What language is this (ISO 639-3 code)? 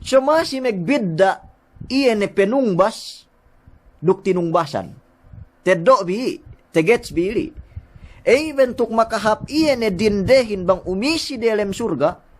yka